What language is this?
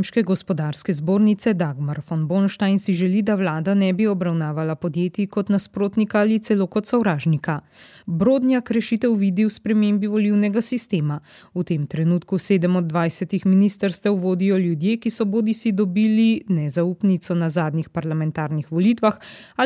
Slovenian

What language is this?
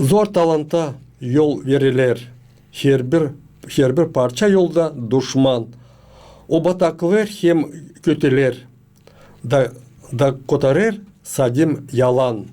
Gagauz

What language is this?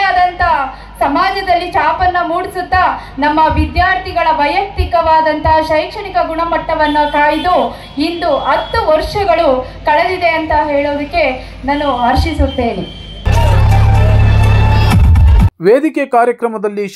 Kannada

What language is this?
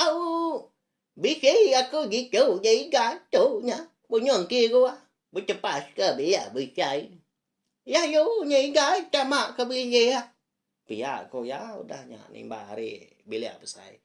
Iban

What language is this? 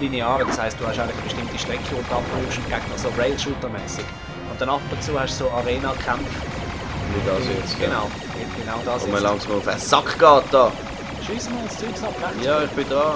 Swiss German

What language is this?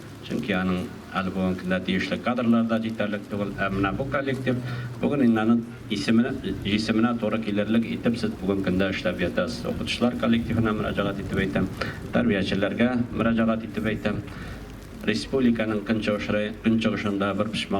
Tatar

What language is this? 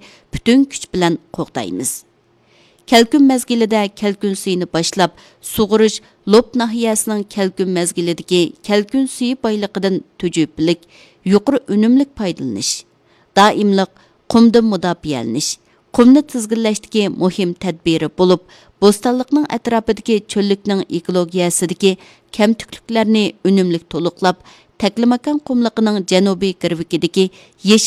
Uyghur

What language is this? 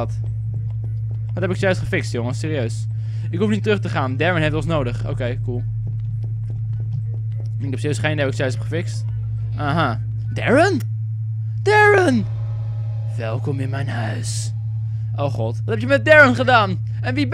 Dutch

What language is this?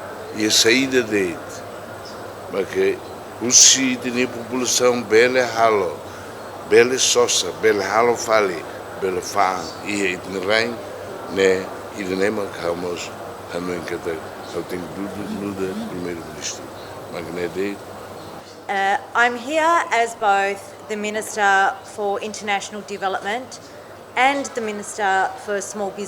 Tetum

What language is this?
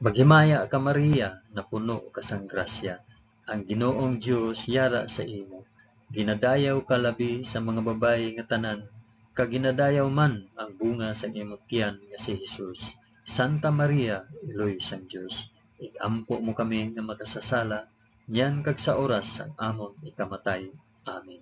Hiligaynon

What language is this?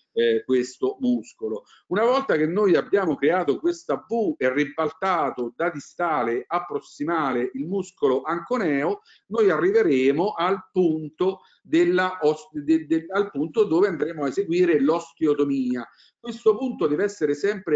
Italian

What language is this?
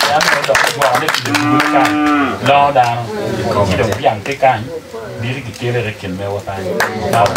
Acoli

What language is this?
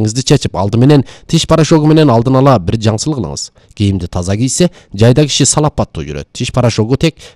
Kyrgyz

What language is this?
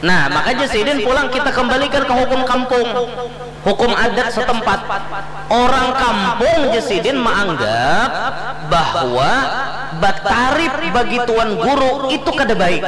Banjar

